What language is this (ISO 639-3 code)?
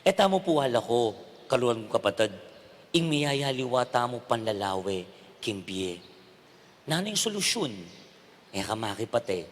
pam